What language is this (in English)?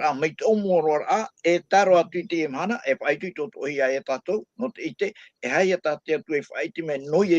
Tahitian